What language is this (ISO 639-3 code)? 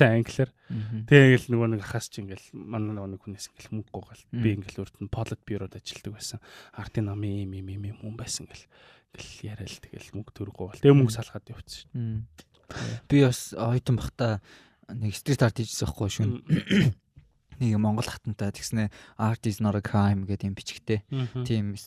mon